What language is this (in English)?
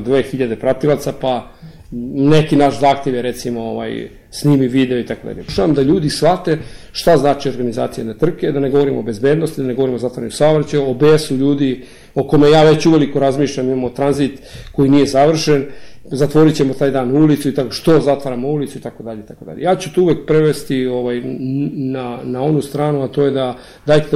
Serbian